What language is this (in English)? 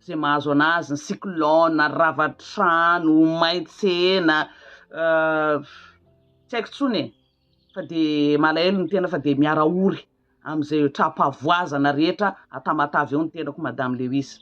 Malagasy